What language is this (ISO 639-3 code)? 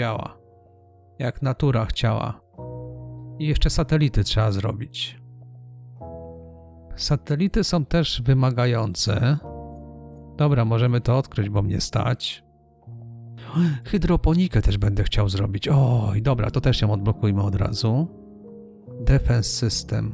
pol